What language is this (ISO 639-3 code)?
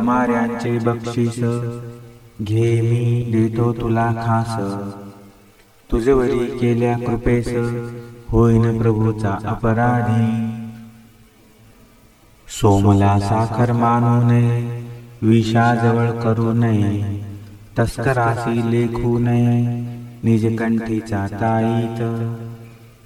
mar